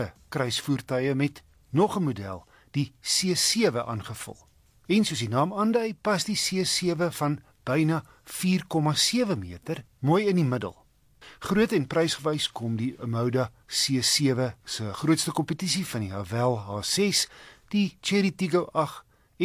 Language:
Afrikaans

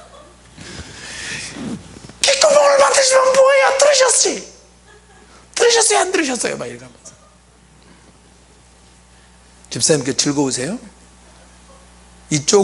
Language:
Korean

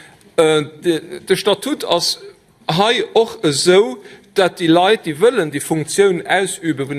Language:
Luxembourgish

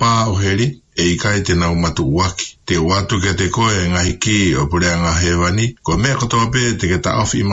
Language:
Tongan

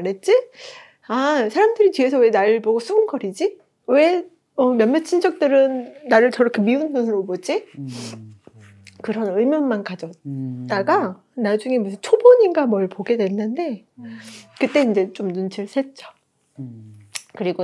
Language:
Korean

